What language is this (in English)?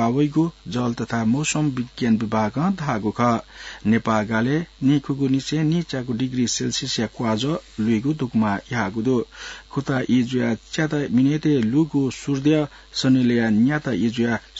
Newari